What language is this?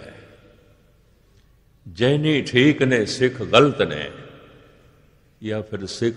Punjabi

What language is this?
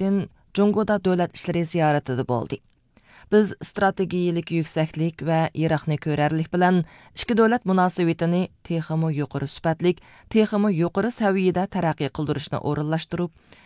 Uyghur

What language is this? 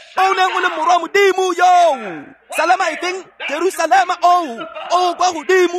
Tswana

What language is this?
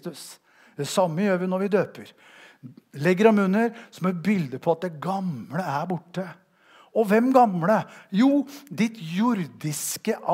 Norwegian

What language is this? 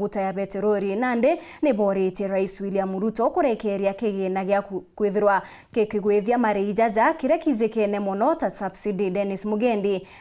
Meru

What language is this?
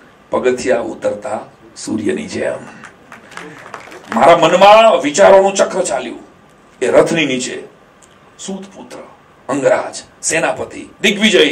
Gujarati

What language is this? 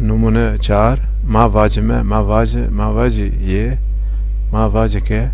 Zaza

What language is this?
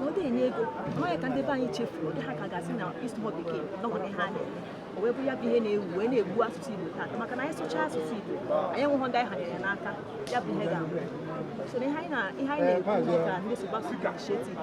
Igbo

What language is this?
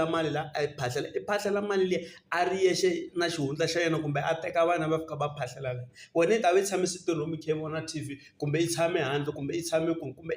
Tsonga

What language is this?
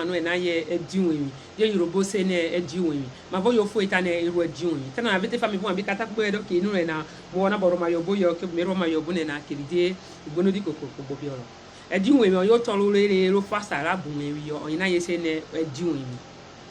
Urhobo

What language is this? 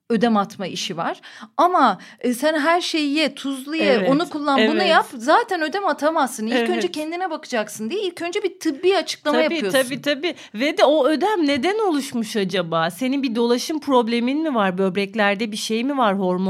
Turkish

